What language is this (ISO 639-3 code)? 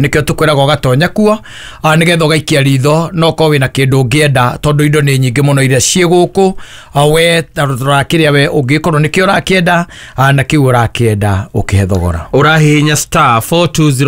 kik